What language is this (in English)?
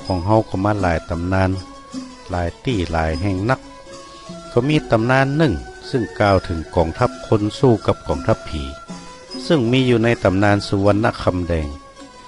Northern Thai